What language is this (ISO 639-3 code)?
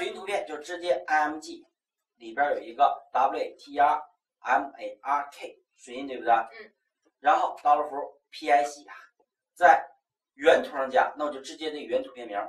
zho